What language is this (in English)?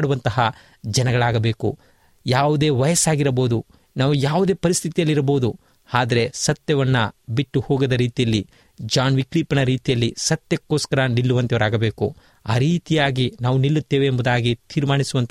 Kannada